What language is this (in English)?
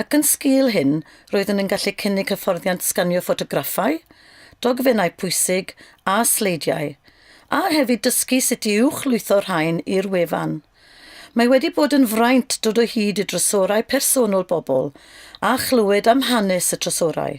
Welsh